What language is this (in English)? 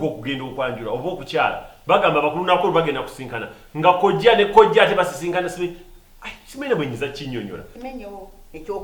Ganda